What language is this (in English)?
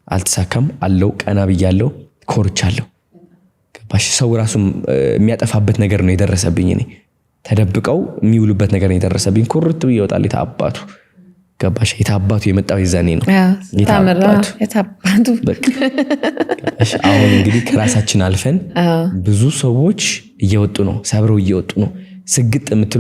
Amharic